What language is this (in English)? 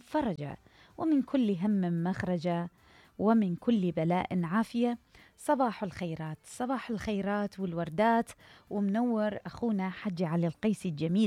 Mesopotamian Arabic